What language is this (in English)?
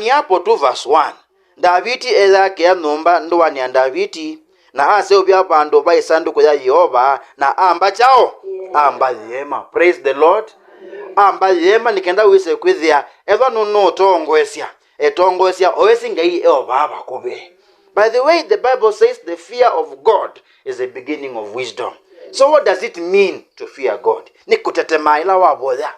Kamba